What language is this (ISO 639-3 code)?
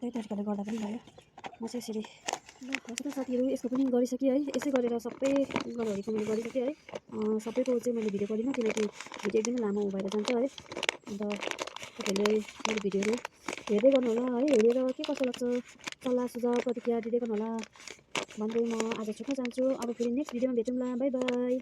nep